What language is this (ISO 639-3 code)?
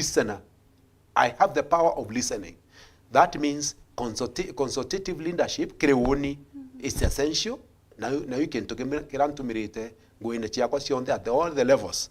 mer